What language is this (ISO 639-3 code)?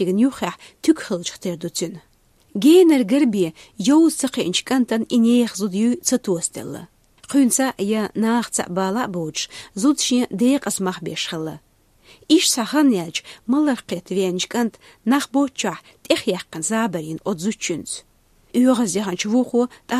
che